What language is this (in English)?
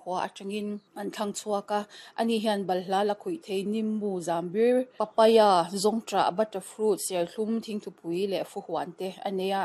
Mizo